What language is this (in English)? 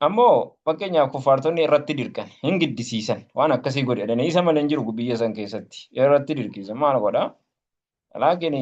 Oromo